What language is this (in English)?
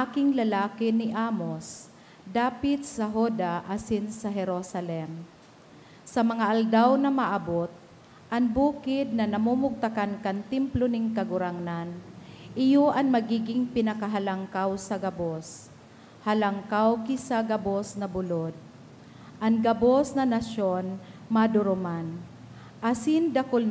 Bikol